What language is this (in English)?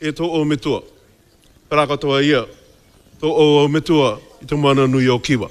Māori